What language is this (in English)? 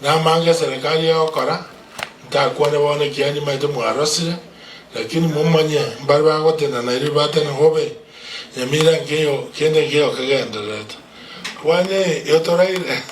Gusii